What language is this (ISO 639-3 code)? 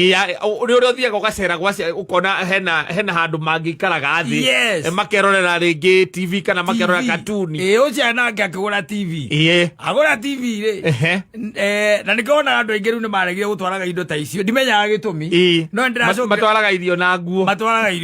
kik